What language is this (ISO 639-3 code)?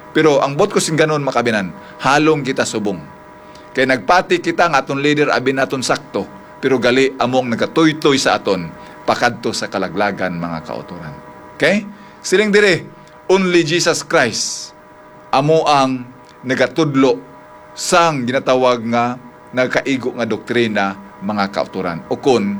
hil